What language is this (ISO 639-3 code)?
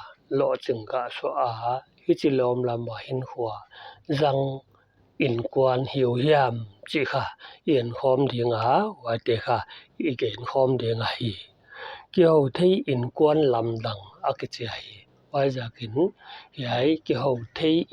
pck